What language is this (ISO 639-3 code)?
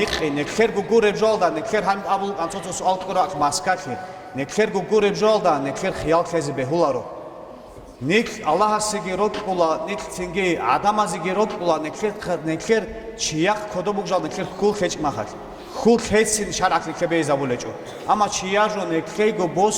ava